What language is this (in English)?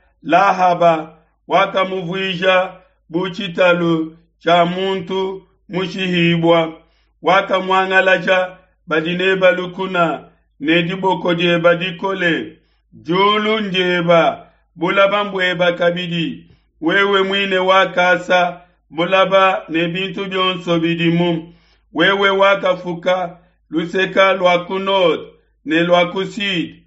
Luba-Lulua